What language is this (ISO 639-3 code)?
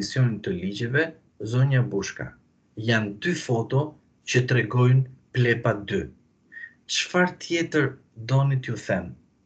sqi